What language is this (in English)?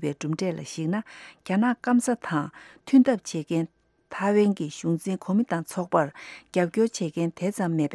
Tibetan